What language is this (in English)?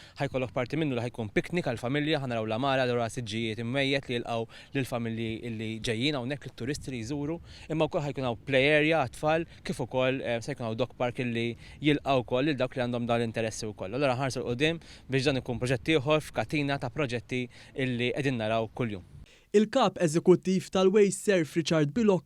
Maltese